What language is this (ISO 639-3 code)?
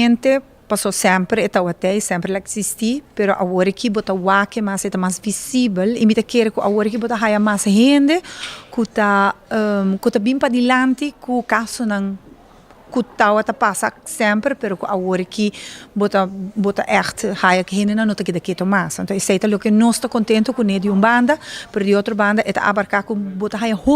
pap